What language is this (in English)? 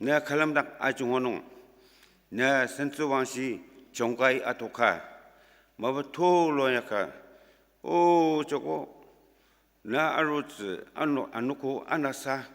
Ao Naga